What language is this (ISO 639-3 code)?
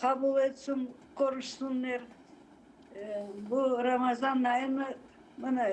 crh